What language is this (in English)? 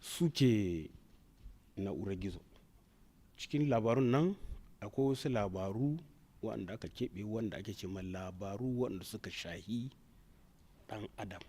Hausa